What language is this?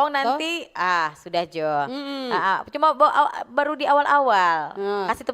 Manado Malay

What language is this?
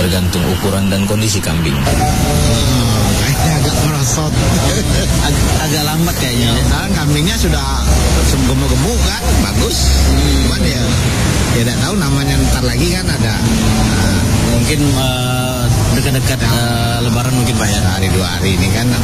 Indonesian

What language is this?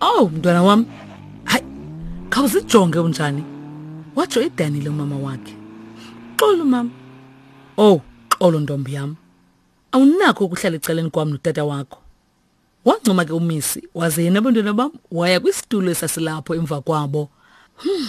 Xhosa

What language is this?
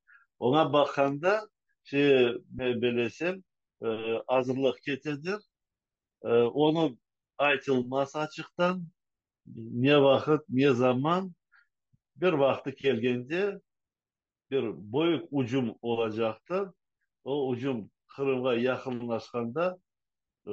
Crimean Tatar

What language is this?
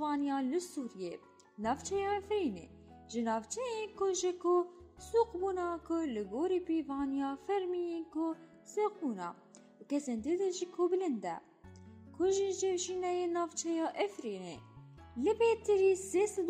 Kurdish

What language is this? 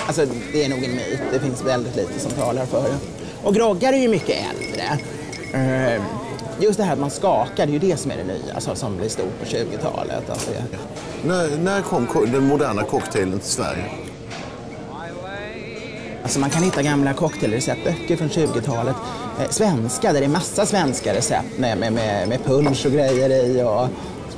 Swedish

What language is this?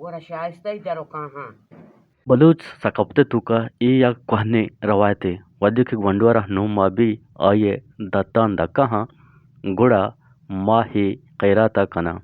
Eastern Balochi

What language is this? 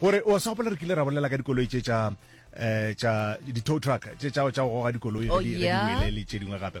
Northern Sotho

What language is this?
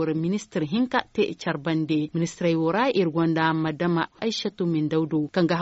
Zarma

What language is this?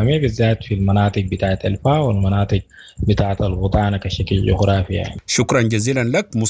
Sudanese Arabic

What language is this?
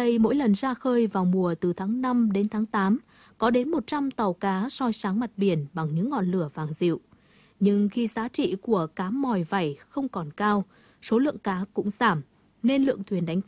Vietnamese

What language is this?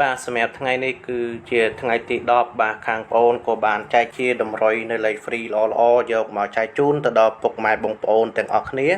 Khmer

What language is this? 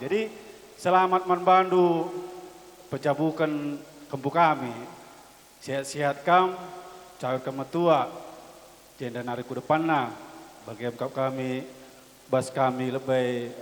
Batak Karo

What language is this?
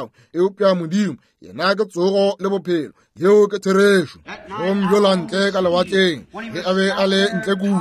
Northern Sotho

